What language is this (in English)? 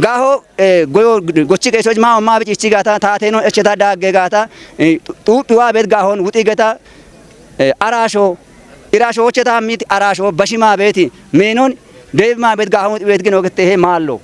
Kafa